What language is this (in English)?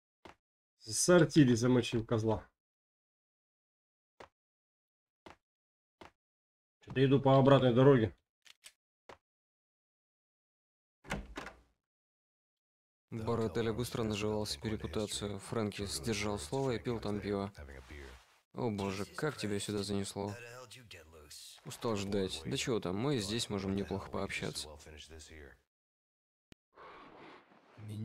Russian